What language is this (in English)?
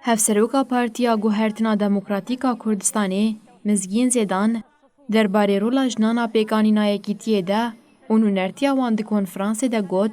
Kurdish